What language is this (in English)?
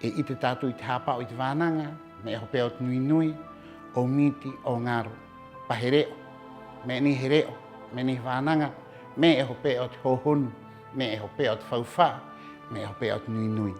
Rapanui